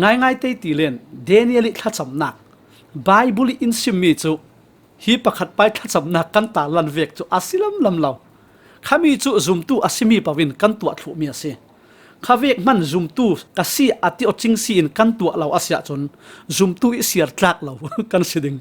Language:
Falam Chin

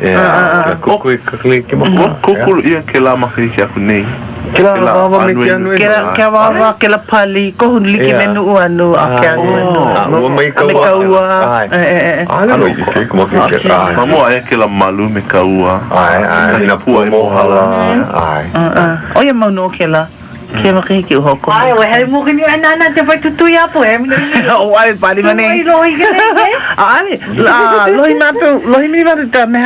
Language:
Hawaiian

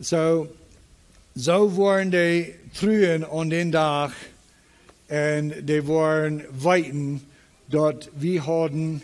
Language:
Plautdietsch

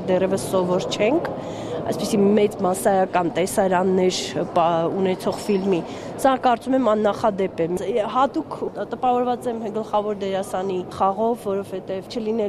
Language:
Armenian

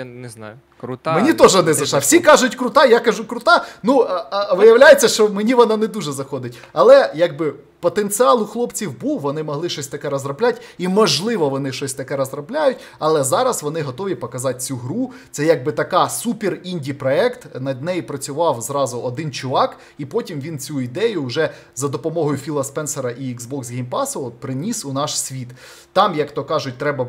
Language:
Ukrainian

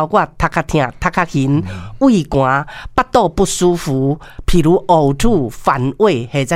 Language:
Min Nan Chinese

